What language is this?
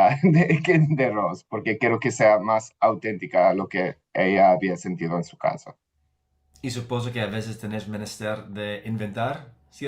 Ladino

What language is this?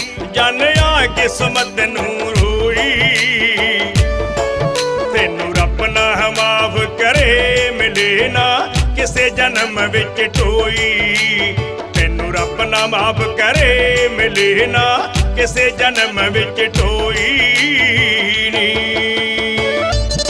Punjabi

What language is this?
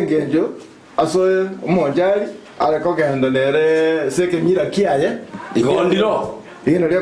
Gusii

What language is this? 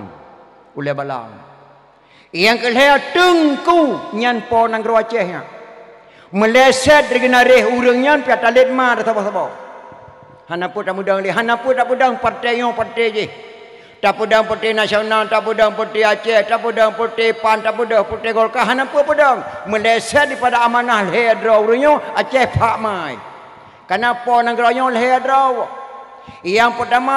Achinese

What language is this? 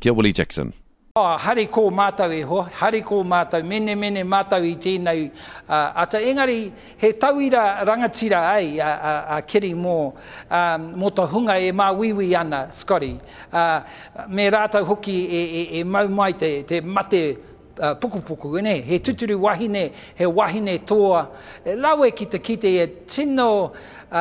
Māori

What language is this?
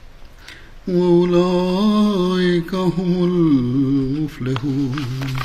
Urdu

